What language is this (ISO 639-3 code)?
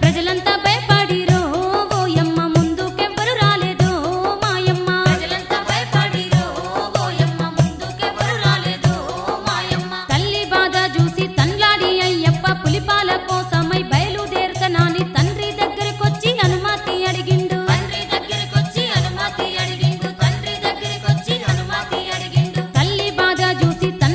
tel